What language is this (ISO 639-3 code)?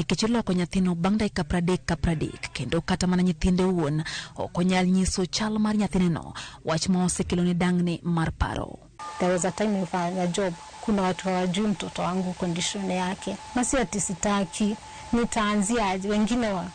luo